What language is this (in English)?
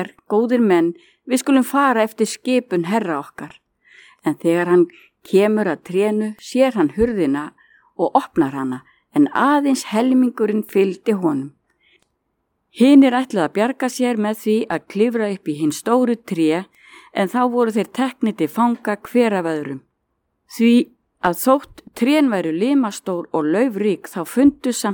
Icelandic